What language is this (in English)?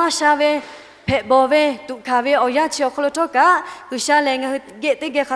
Lahu